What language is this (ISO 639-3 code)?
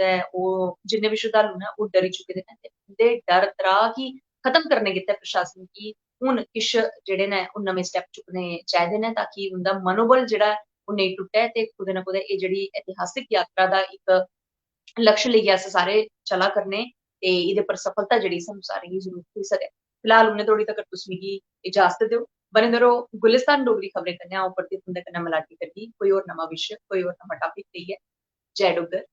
doi